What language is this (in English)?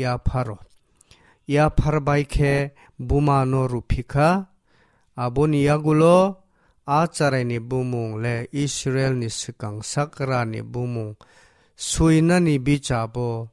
Kok Borok